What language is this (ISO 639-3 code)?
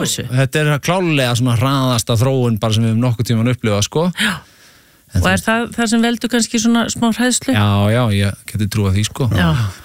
isl